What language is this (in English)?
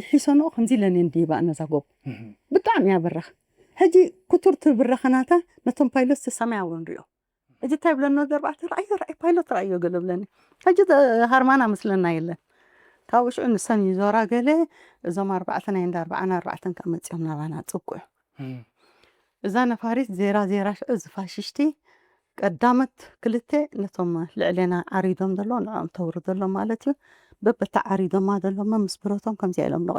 Tigrinya